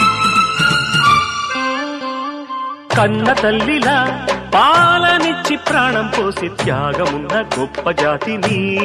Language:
Telugu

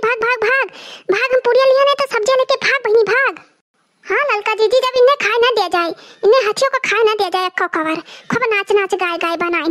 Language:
Awadhi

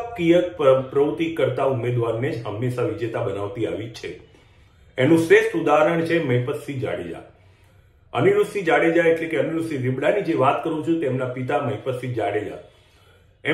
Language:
Gujarati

